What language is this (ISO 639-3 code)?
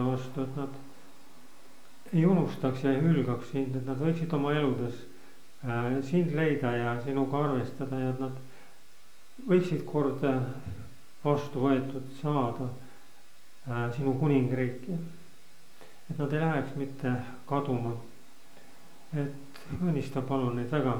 est